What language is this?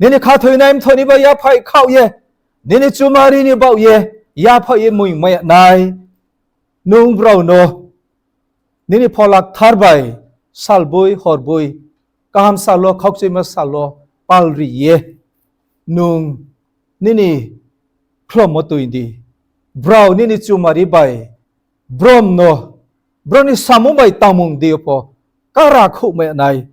Riang (India)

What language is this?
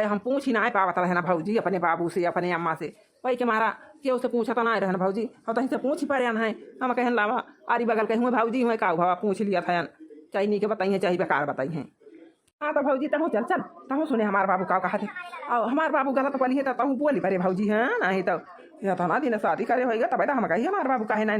Awadhi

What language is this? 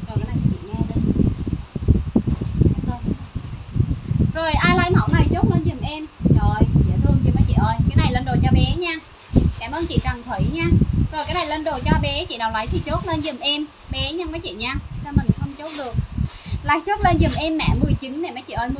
Vietnamese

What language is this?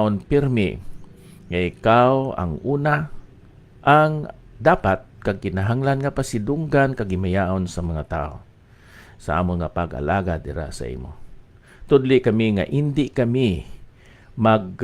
Hiligaynon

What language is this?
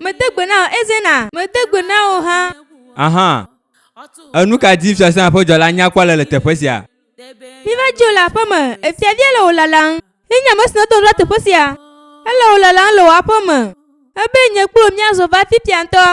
Ewe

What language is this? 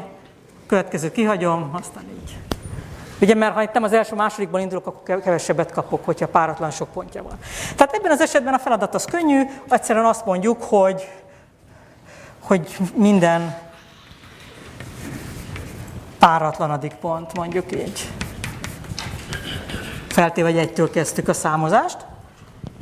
Hungarian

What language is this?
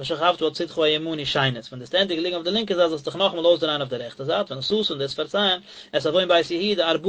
Yiddish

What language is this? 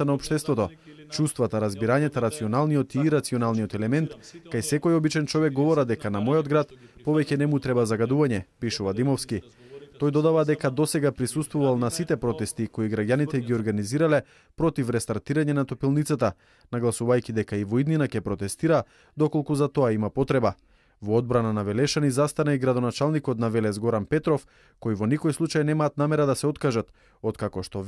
Macedonian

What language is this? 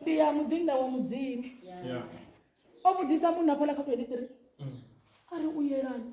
Venda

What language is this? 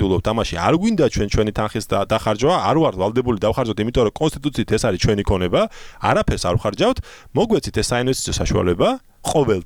Georgian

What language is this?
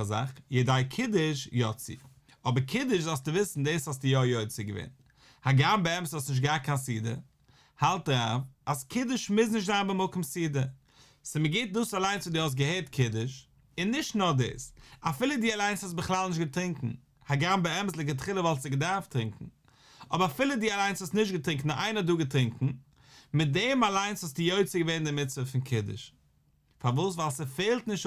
Yiddish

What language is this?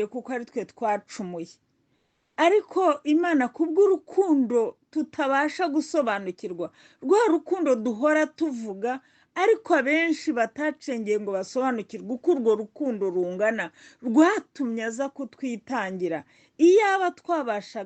Kinyarwanda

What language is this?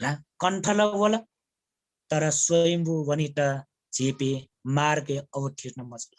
Newari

